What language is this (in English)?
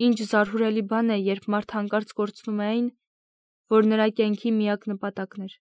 Armenian